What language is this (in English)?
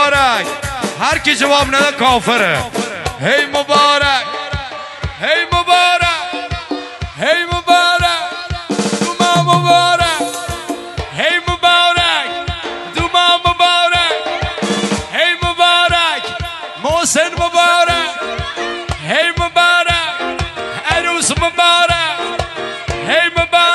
Persian